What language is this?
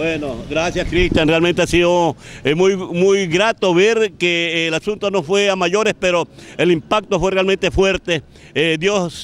Spanish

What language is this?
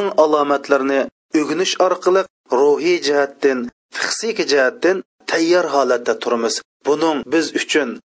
Uyghur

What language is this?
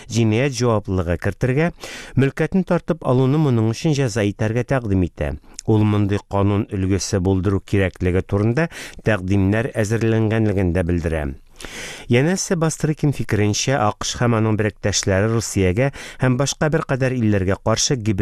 Tatar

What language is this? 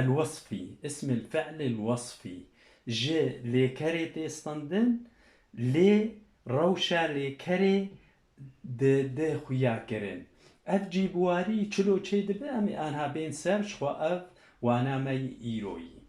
Kurdish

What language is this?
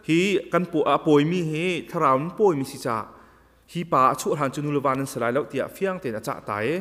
Hakha Chin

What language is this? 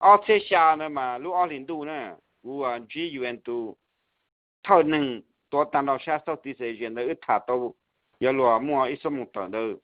Hmong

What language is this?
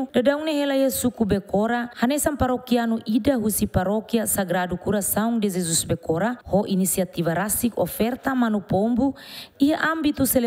Tetum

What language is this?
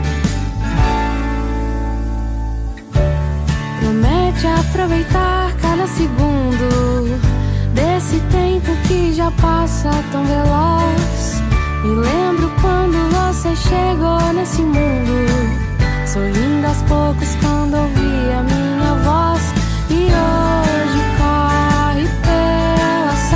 Portuguese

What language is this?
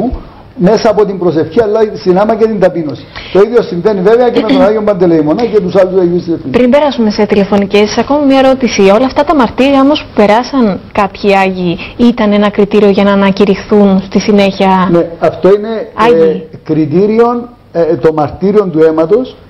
Greek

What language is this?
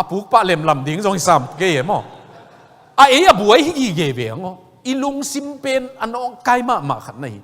Tedim Chin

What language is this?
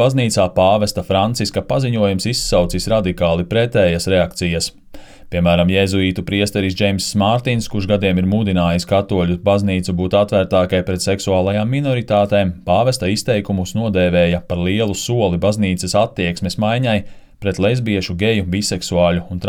Latvian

